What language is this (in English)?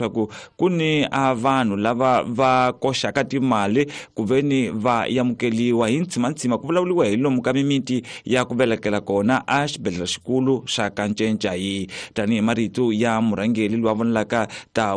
Tsonga